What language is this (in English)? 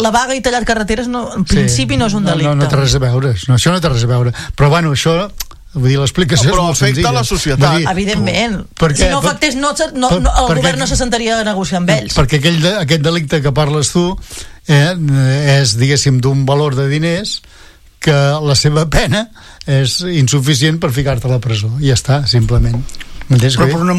Catalan